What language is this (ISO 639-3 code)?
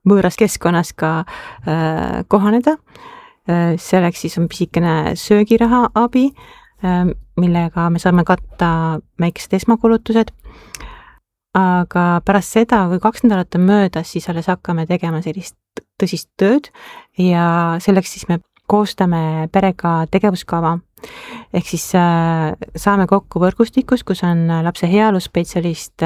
est